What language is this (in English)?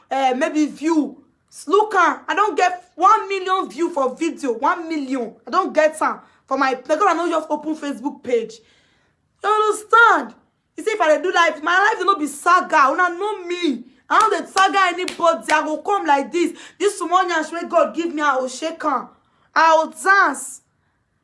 Nigerian Pidgin